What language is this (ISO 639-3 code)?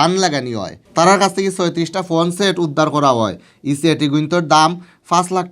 syl